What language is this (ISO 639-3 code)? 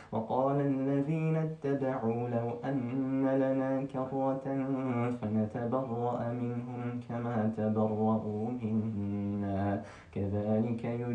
ara